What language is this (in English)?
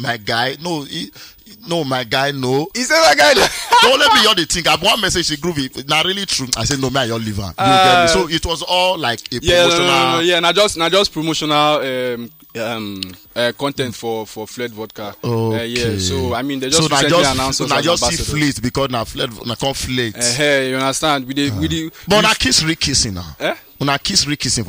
Nigerian Pidgin